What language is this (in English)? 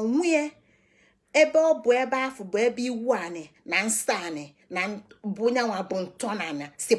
Igbo